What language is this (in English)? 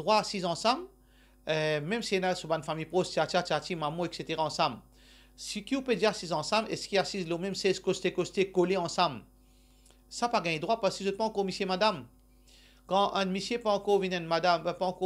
Morisyen